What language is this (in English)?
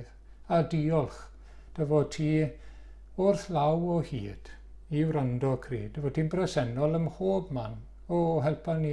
Welsh